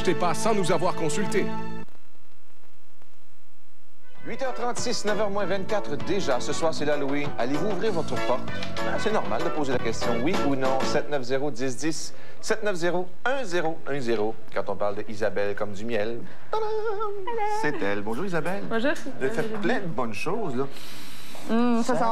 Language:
French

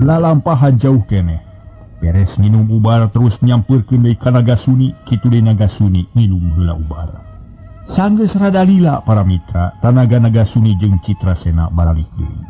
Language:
Sundanese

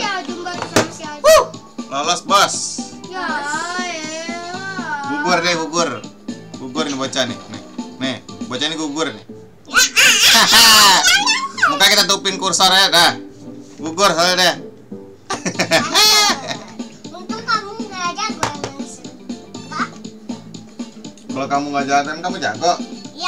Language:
Indonesian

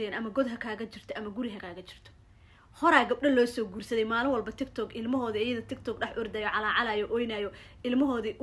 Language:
Somali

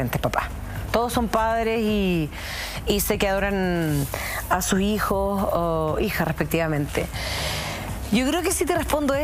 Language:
Spanish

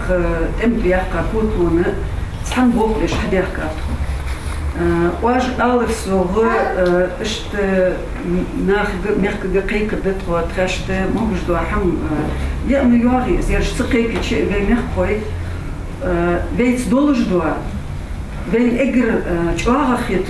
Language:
Ingush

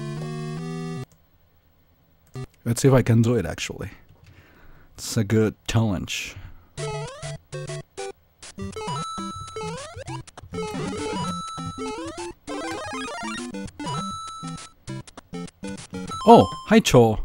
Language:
English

